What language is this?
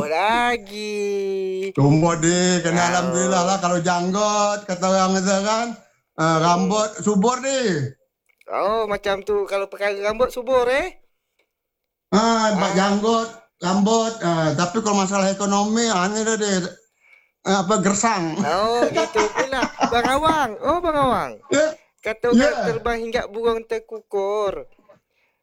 Malay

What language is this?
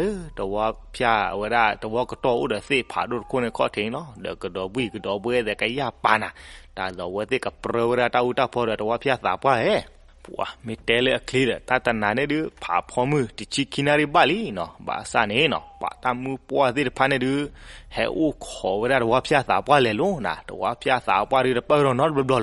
S'gaw Karen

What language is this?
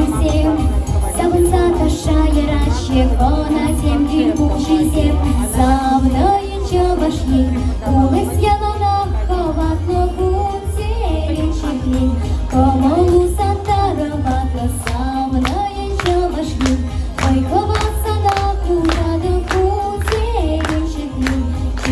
Chuvash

